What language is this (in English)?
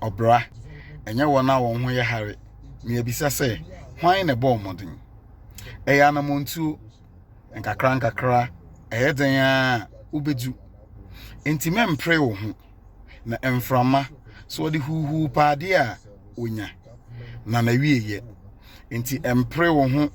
Akan